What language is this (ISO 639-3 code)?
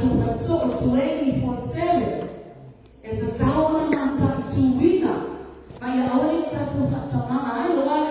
smo